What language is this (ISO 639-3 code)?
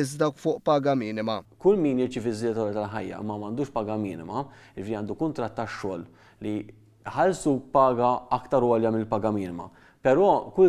mlt